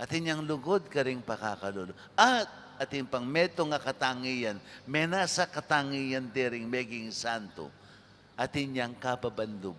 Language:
Pampanga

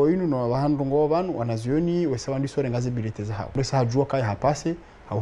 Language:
Ngazidja Comorian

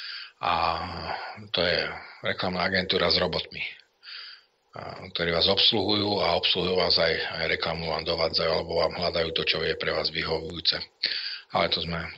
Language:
Slovak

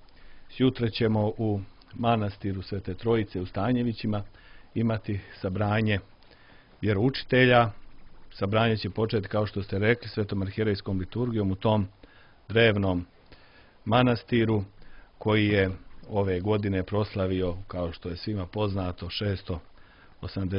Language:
Serbian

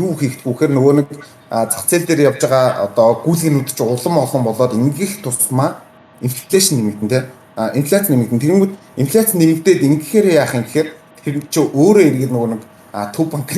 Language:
Mongolian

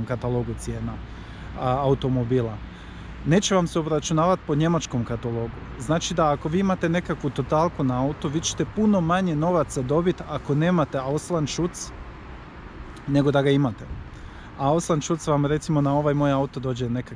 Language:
Croatian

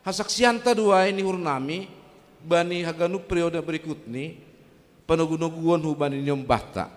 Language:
Batak Simalungun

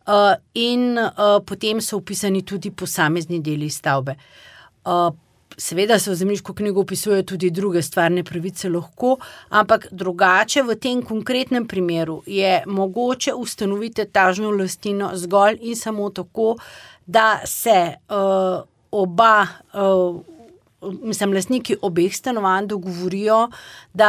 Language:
Slovenian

